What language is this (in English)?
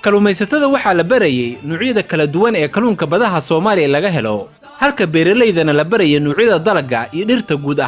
Somali